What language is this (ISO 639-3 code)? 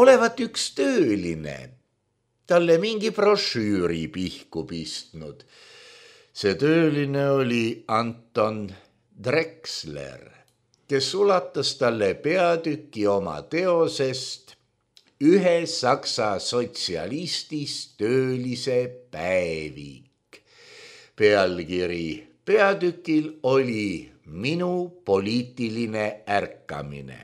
est